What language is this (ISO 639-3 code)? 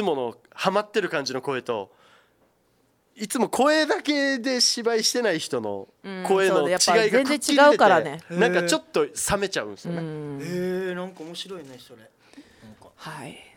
jpn